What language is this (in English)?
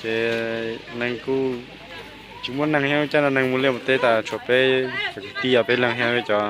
Hmong